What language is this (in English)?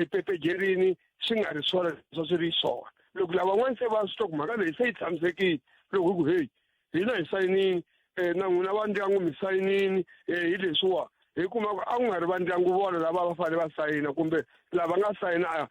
Tsonga